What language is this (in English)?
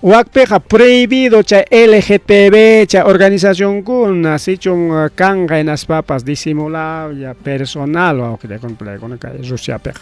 Ayacucho Quechua